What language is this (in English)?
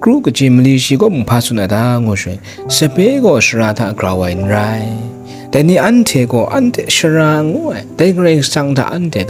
Kachin